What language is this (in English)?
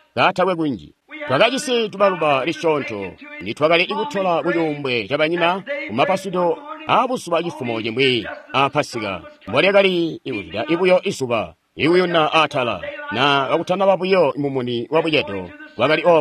Tonga (Zambia)